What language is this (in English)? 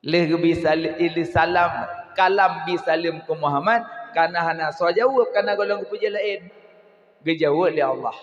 Achinese